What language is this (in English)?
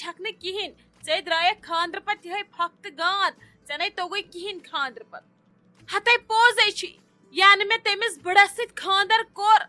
Kashmiri